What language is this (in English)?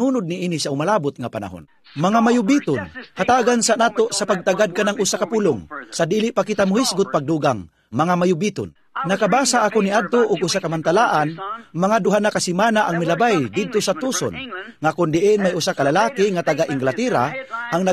Cebuano